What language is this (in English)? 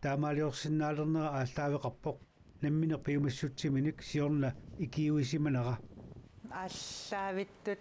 Kalaallisut